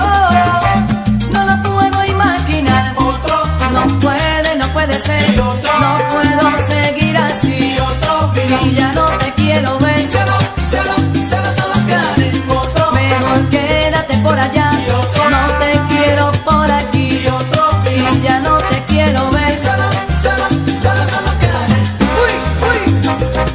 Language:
Spanish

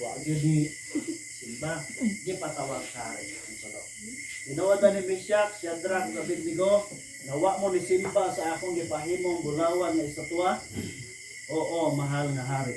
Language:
Cebuano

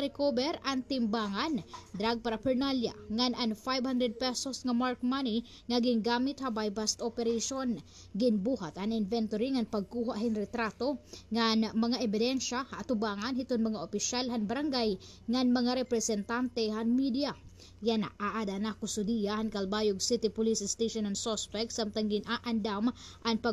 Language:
Waray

